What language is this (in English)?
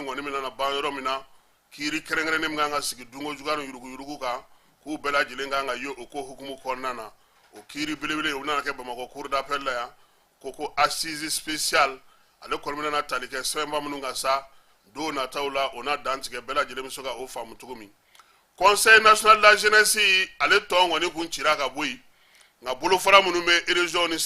Bambara